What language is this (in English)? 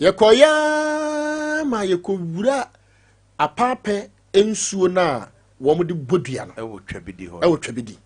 Akan